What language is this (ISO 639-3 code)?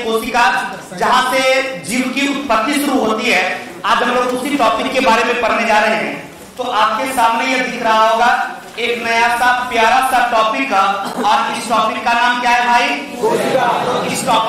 hin